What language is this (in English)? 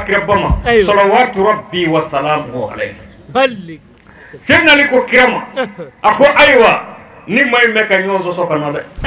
Bambara